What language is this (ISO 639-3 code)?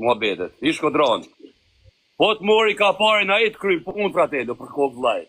sqi